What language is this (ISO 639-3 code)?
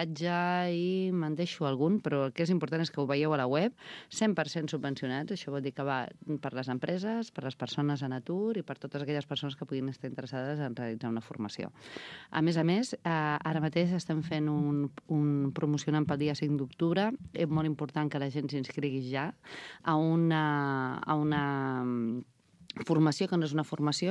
cat